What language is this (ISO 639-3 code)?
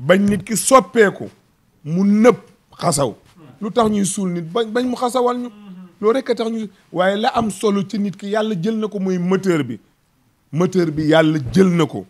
wol